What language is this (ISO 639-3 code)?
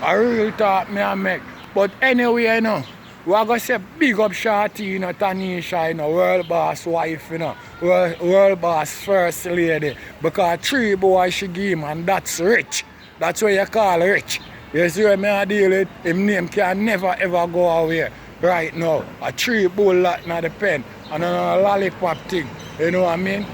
jam